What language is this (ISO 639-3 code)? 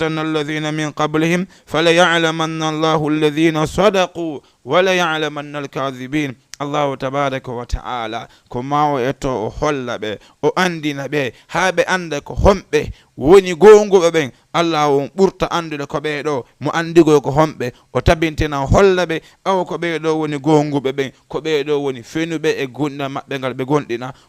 ful